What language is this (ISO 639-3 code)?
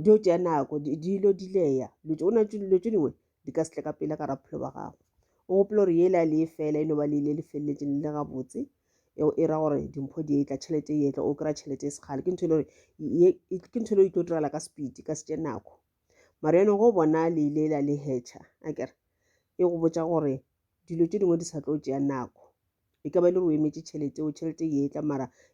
nso